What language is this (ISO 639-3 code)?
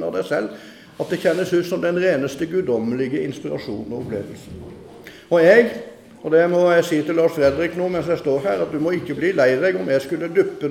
nor